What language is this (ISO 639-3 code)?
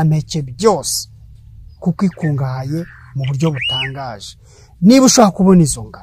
kin